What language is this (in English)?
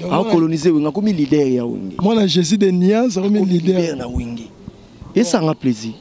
Lingala